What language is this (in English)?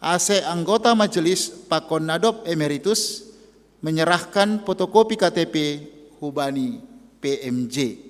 Batak Simalungun